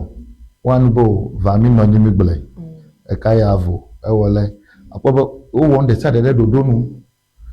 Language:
Ewe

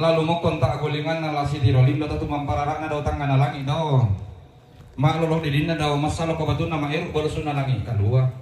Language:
Toraja-Sa'dan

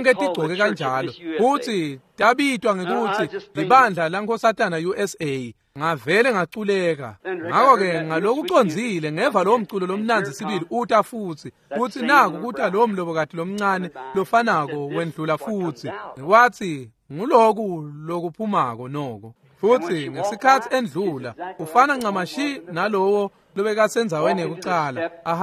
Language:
Swati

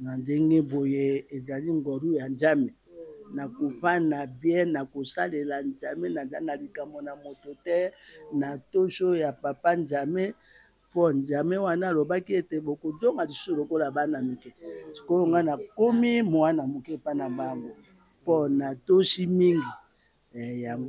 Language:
Lingala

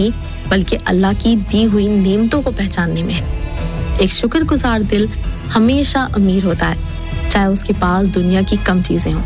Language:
Urdu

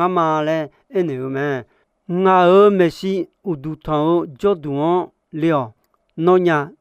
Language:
Akha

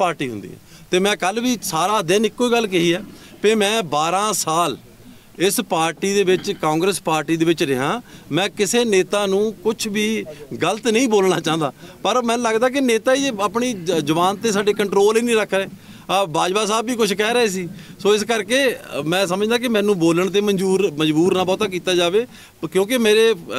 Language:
Punjabi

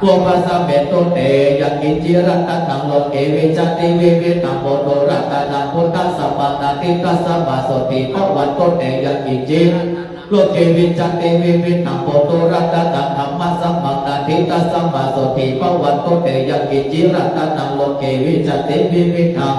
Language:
Pali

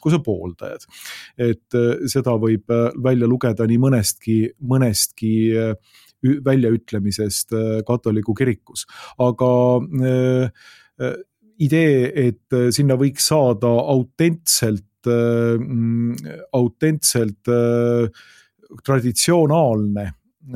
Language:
Estonian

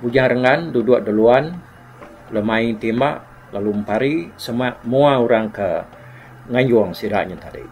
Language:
Iban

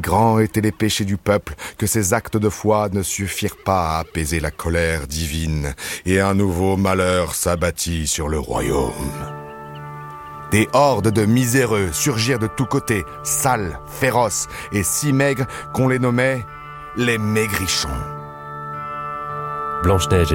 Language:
French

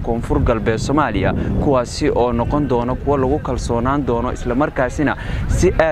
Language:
Somali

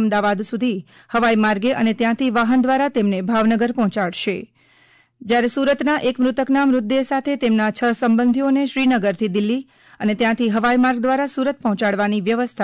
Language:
Gujarati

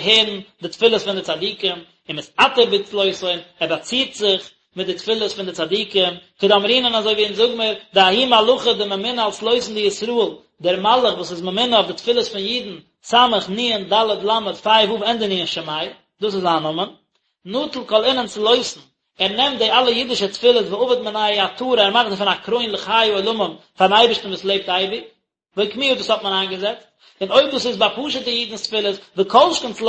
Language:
Yiddish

